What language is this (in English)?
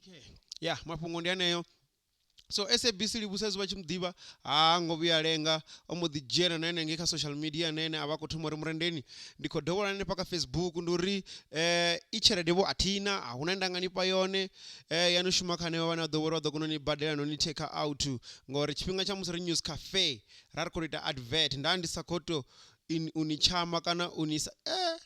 Venda